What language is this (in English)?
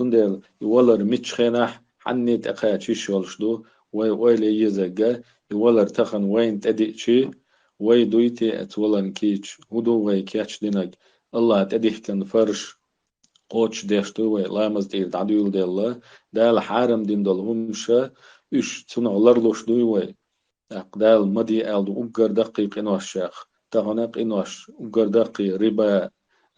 Chechen